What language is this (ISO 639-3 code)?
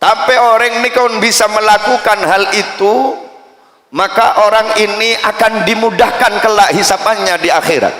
mad